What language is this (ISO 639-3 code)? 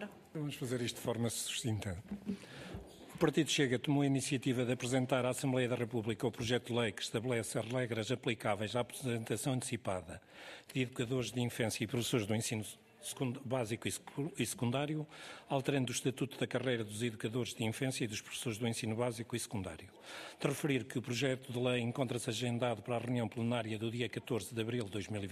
por